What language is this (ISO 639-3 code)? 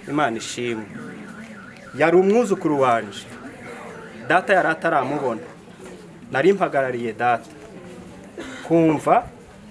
kin